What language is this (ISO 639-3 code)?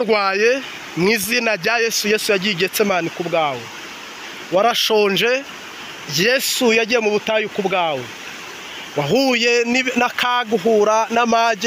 kin